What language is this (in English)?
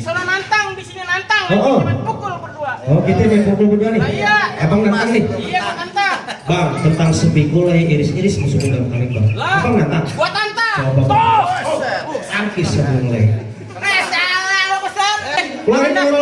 Betawi